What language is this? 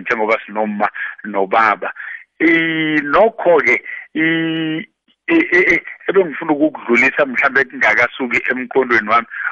South Ndebele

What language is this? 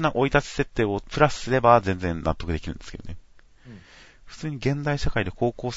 Japanese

